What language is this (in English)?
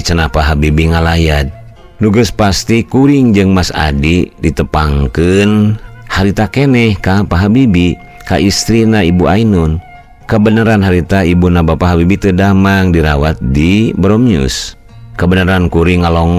Sundanese